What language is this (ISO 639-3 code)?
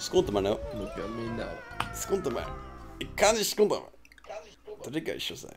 fao